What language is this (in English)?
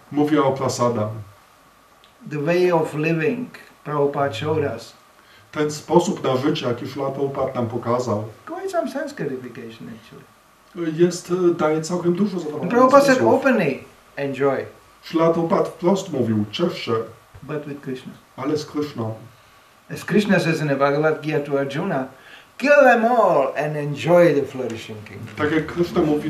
Polish